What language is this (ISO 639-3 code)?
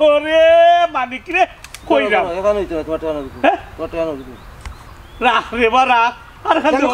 syl